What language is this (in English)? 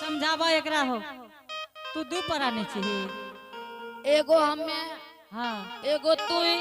Angika